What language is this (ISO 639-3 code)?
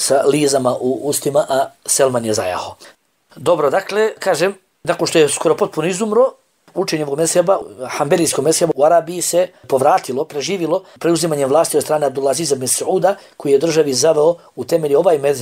bos